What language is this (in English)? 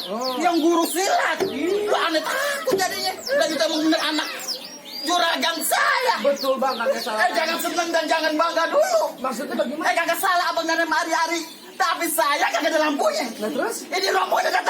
Betawi